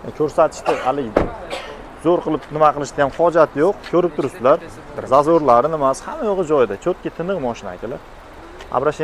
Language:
Uzbek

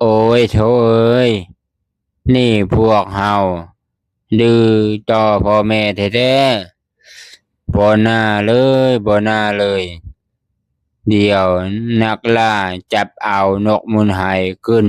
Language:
Lao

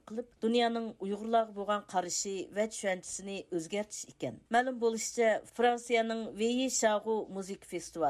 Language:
Uyghur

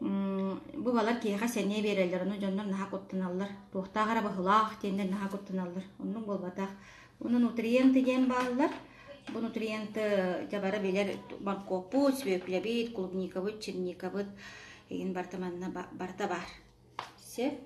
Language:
Yakut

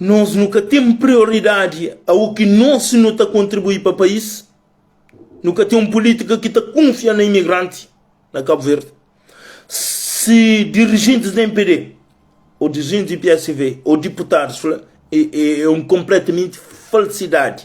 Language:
Kabuverdianu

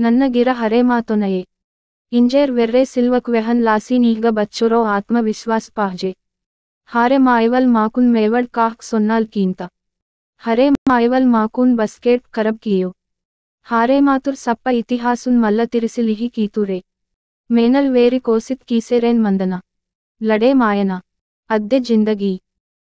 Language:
Gondi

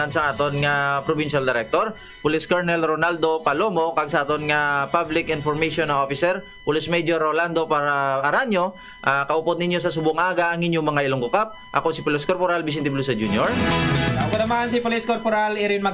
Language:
Hiligaynon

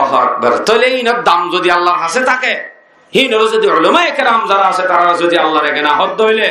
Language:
Rohingya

